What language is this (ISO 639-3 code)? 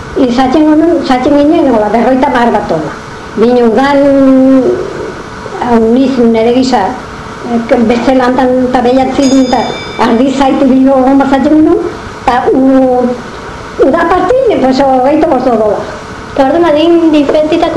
eus